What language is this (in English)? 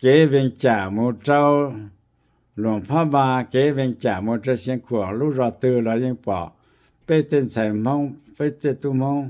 Hmong